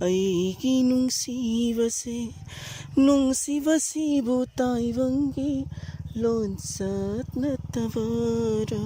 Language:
Manipuri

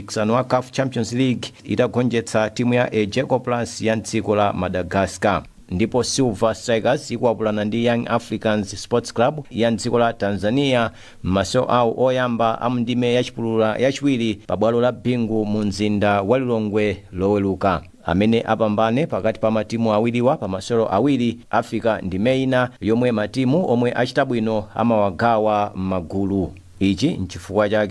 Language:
Nyanja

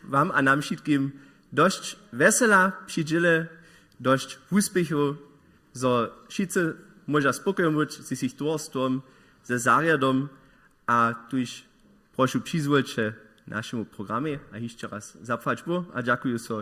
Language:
Upper Sorbian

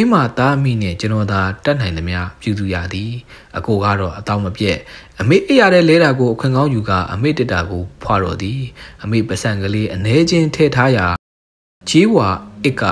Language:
Burmese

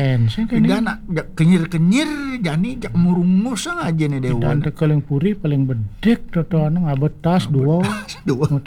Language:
Balinese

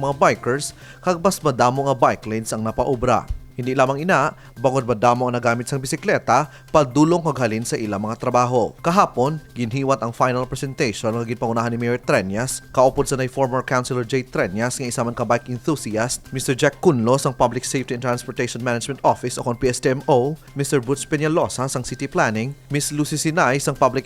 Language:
Hiligaynon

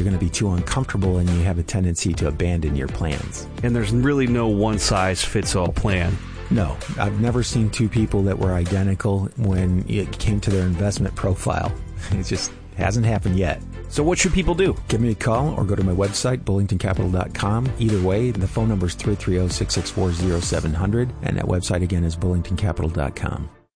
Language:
English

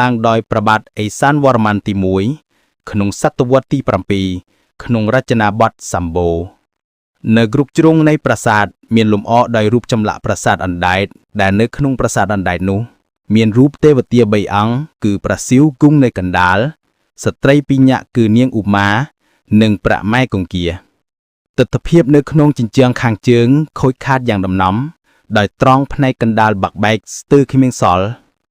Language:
Khmer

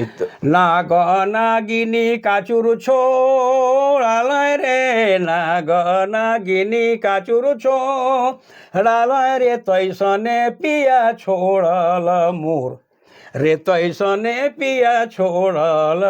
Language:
Sadri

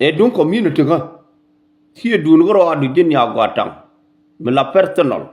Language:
Nuer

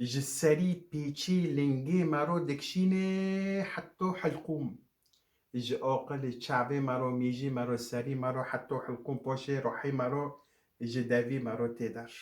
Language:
Kurdish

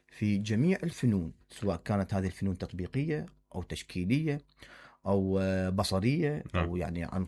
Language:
Mesopotamian Arabic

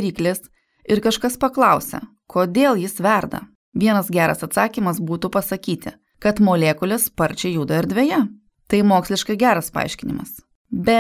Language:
Lithuanian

